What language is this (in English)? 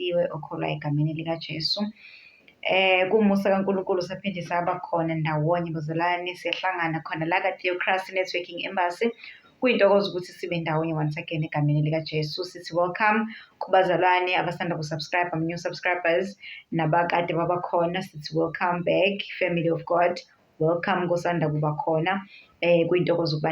Zulu